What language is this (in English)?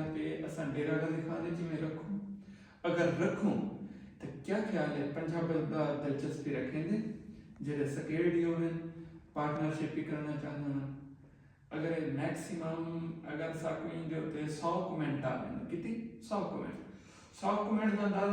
Saraiki